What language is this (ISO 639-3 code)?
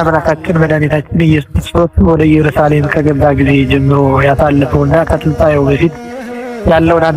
amh